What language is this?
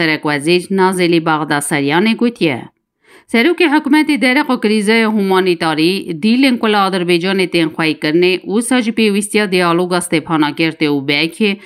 Kurdish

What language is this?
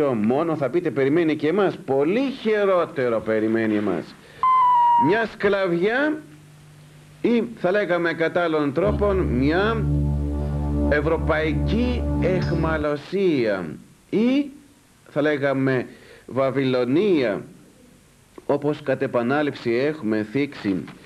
Greek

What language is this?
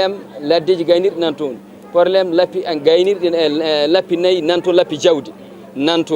Fula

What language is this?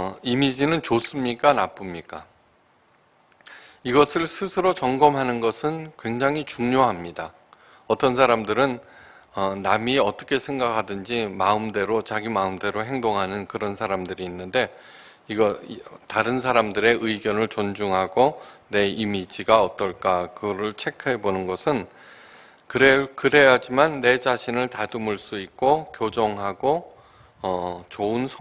Korean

